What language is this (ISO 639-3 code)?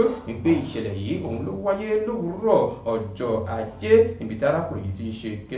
yor